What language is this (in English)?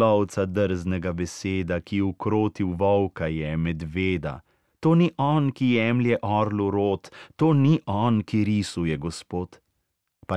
Slovenian